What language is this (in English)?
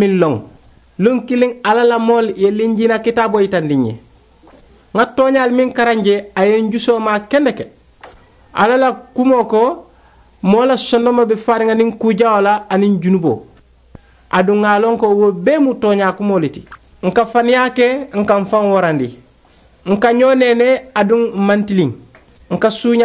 Mandingo